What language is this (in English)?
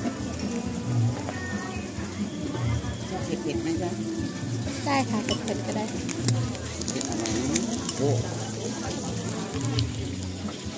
Thai